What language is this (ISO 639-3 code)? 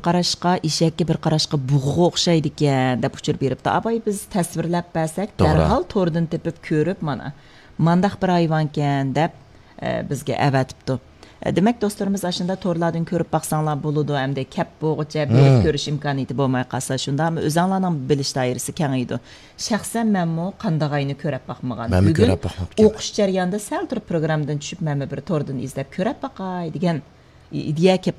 uig